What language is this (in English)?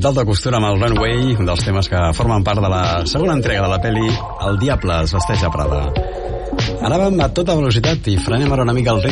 Catalan